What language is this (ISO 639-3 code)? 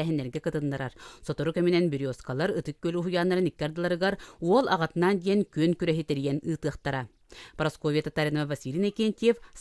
sah